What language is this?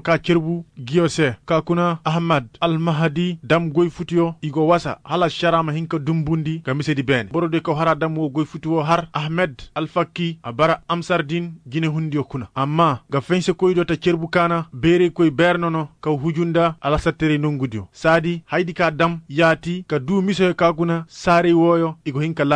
Koyraboro Senni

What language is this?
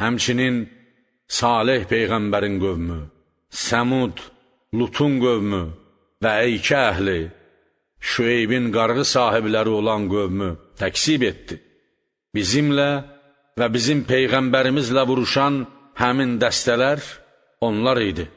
Azerbaijani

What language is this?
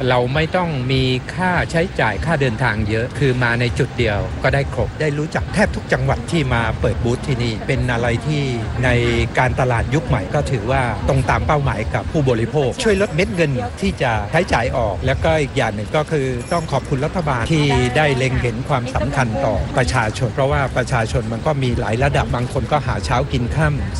Thai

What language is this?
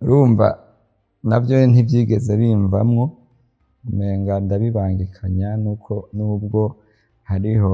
Rundi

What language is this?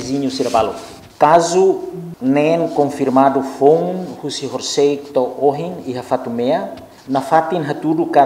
Tetum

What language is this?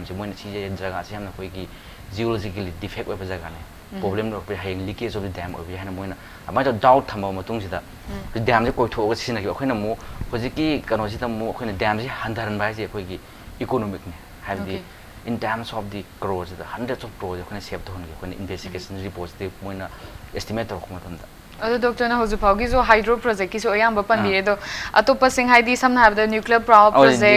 Manipuri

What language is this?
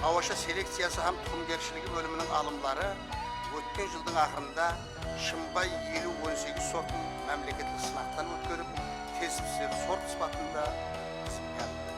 Kara-Kalpak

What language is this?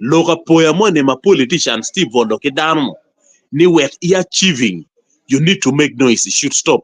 Acoli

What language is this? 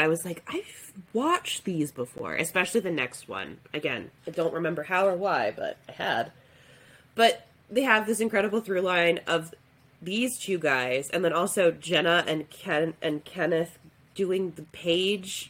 English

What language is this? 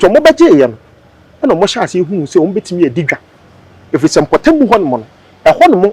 Akan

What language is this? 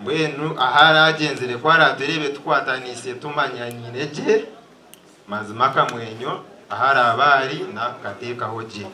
Nyankole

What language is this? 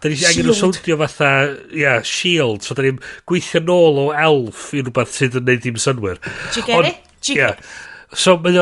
Welsh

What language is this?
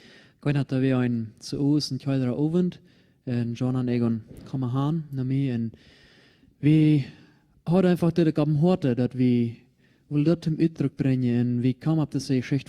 Plautdietsch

